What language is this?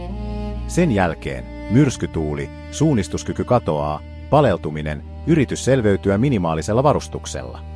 Finnish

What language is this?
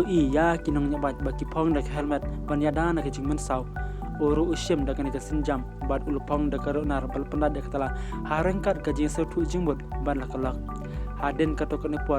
Khasi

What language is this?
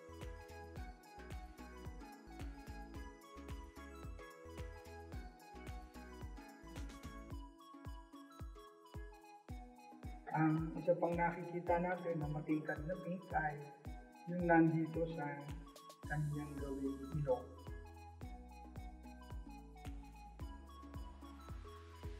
Filipino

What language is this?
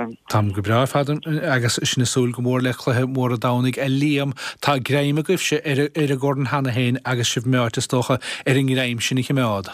Irish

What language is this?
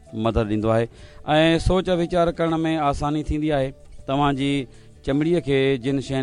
Sindhi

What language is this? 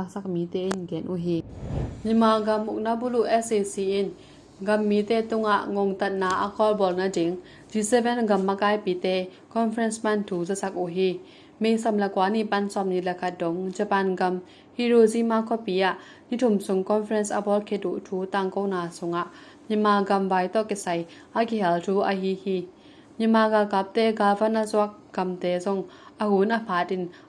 Tedim Chin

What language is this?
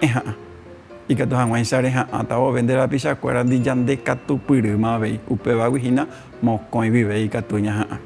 Guarani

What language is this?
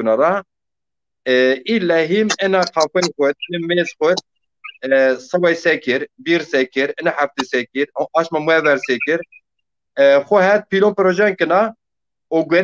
Zaza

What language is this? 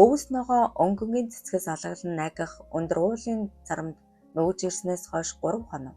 Mongolian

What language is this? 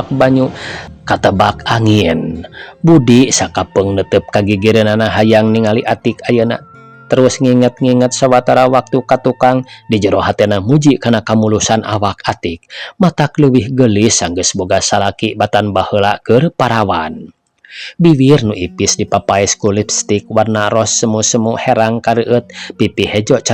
Sundanese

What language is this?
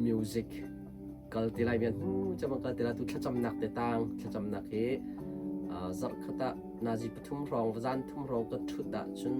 Hakha Chin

